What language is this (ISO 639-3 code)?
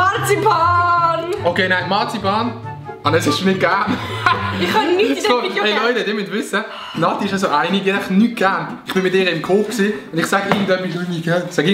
gsw